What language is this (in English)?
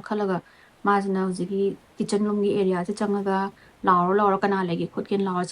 Manipuri